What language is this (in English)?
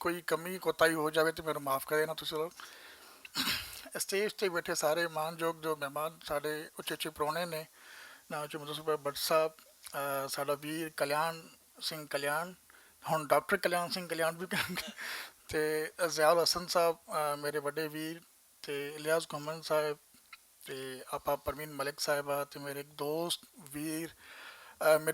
Western Panjabi